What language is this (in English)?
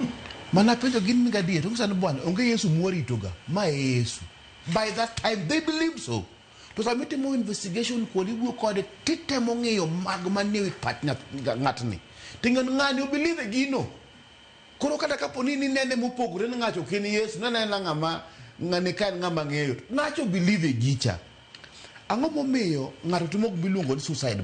Luo (Kenya and Tanzania)